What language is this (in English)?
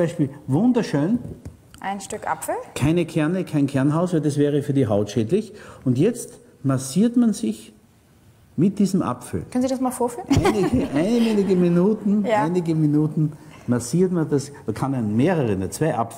German